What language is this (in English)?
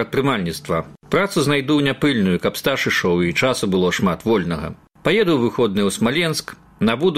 Belarusian